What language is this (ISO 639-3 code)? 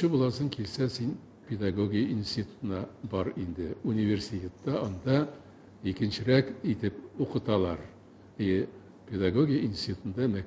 tat